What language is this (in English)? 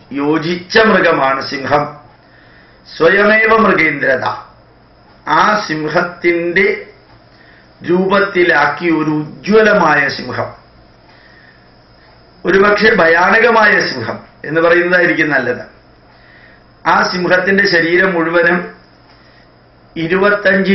Malayalam